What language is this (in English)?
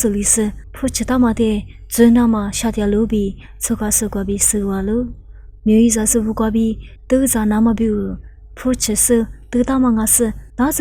Lisu